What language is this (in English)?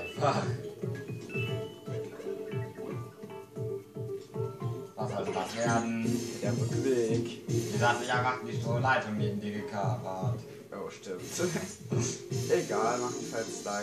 German